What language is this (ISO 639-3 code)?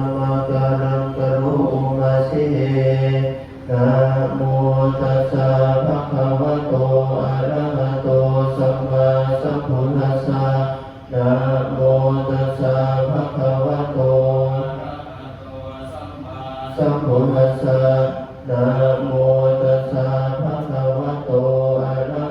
pli